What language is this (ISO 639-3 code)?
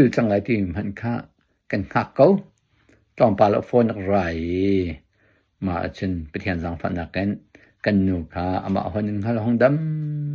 cnh